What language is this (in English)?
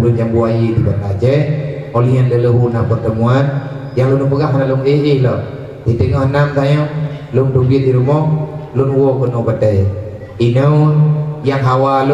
Achinese